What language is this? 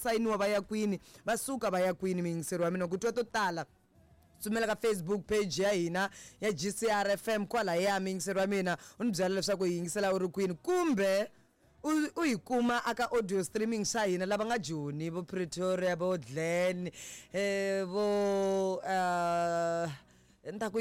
Tsonga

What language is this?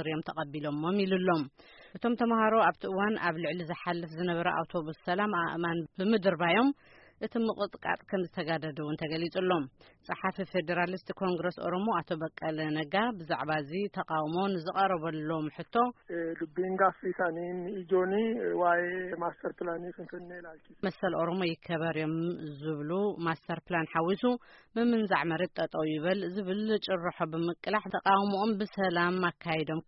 Tigrinya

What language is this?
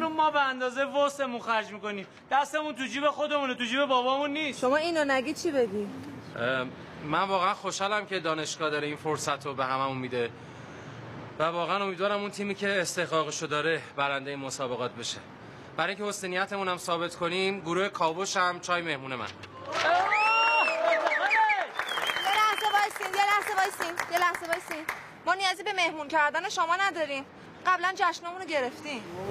Persian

